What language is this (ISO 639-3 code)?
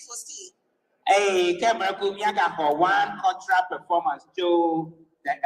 ewe